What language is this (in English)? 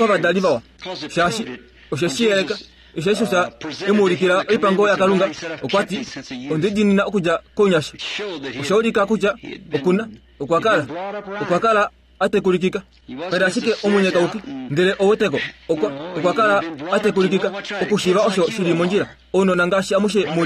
Kuanyama